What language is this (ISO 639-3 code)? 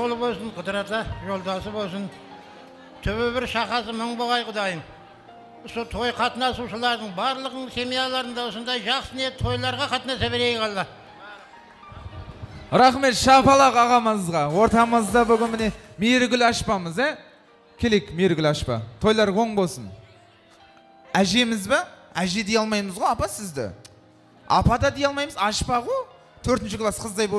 kaz